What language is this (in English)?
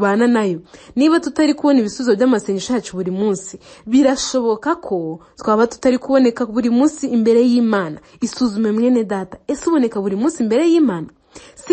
Kinyarwanda